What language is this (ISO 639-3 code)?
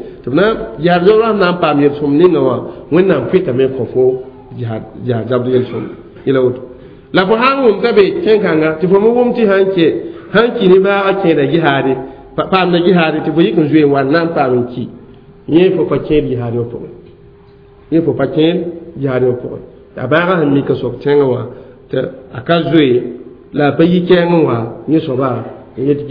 mos